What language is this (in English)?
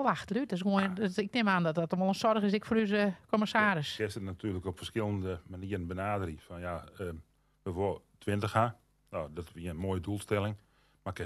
Western Frisian